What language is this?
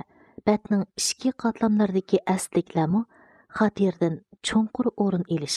Uyghur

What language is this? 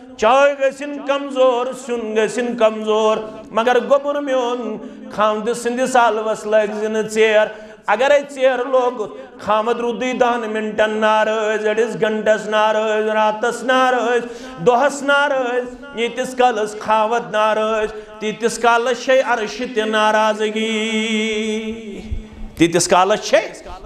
Kashmiri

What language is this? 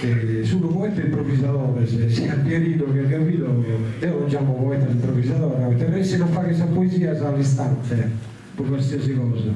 Sardinian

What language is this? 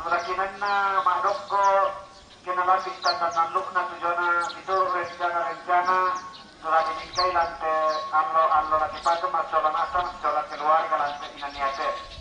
Toraja-Sa'dan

